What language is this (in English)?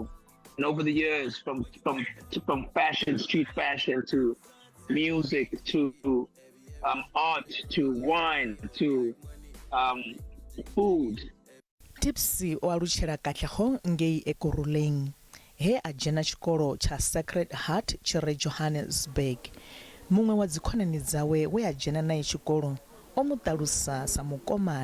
Venda